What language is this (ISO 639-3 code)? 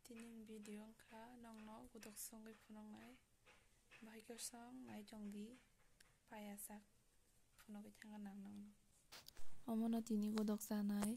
trp